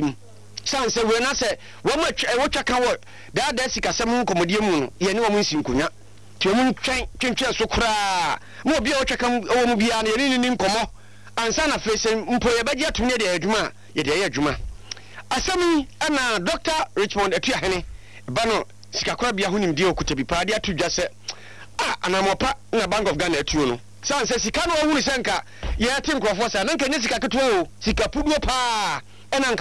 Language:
Akan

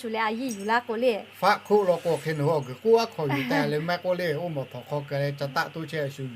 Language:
Lahu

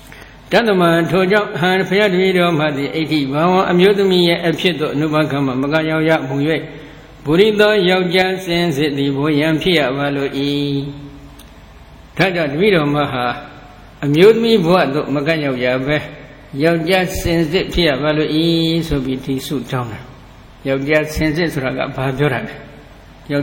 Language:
Burmese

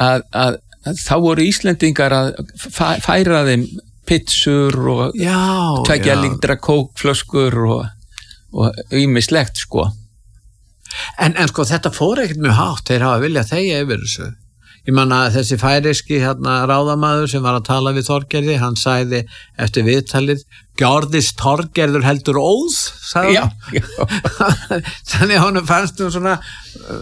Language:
Icelandic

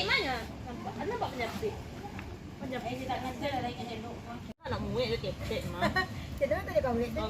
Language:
Minangkabau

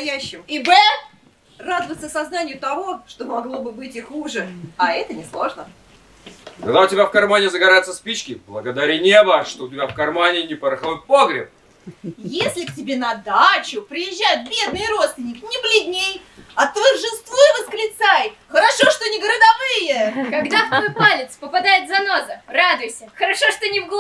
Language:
Russian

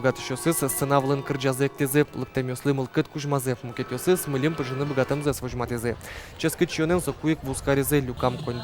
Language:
Udmurt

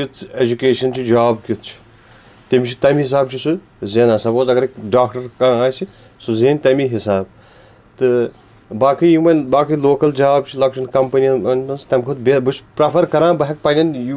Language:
Kashmiri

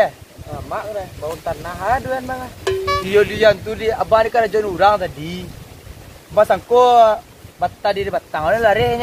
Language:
Minangkabau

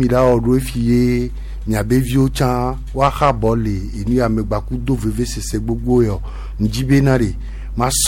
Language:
Gen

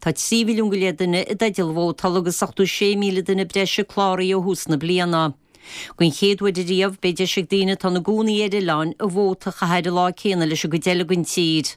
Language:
Irish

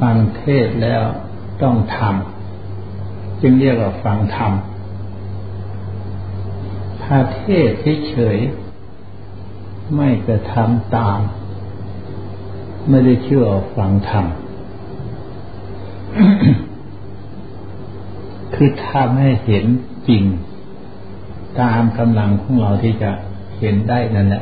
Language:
Thai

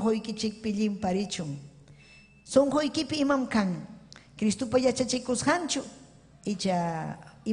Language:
Ayacucho Quechua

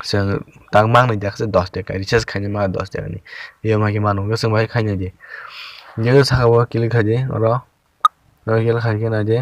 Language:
Kok Borok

